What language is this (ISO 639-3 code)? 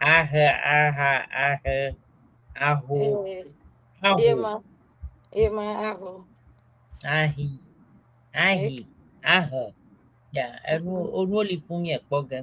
ewe